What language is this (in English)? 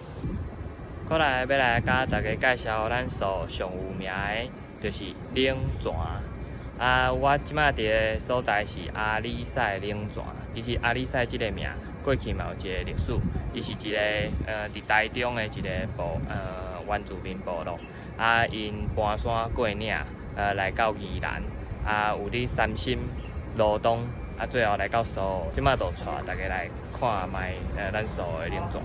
Min Nan Chinese